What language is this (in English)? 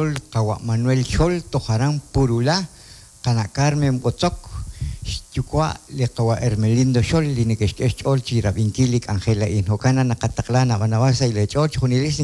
Kekchí